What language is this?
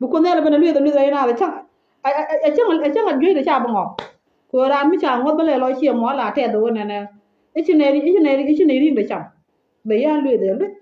Nuer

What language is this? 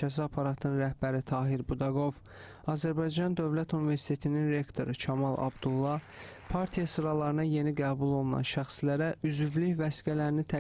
Azerbaijani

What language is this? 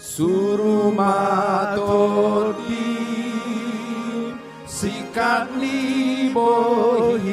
Batak Toba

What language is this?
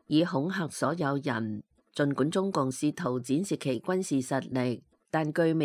Cantonese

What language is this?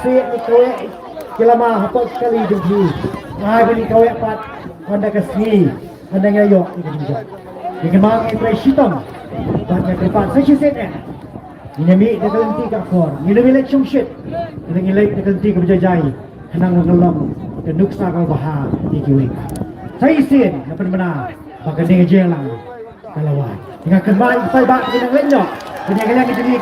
Khasi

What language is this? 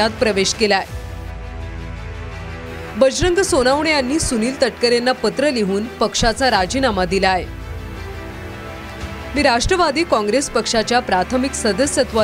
Marathi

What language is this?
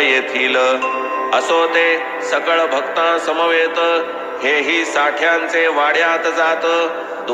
Marathi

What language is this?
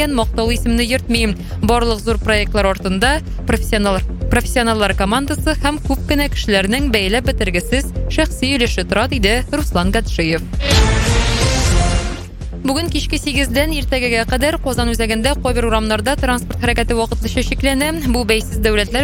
Tatar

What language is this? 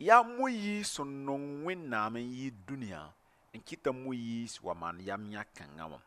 Mossi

